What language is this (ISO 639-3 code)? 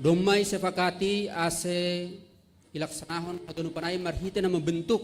bts